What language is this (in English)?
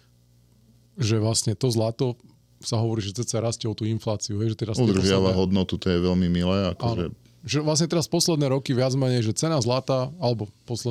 Slovak